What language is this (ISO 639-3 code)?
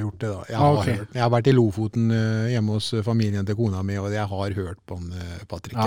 nor